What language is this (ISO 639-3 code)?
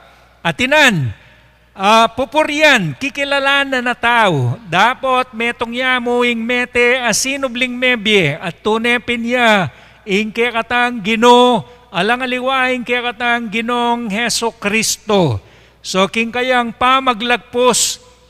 pam